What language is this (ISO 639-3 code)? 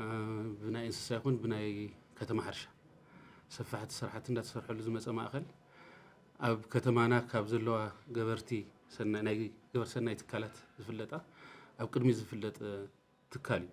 tir